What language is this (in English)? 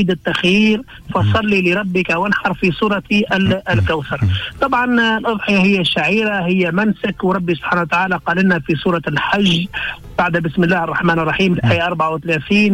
Tunisian Arabic